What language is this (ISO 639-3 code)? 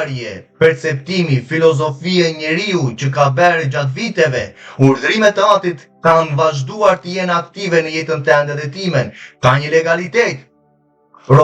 sqi